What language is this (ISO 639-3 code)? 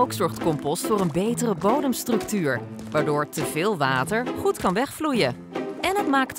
nld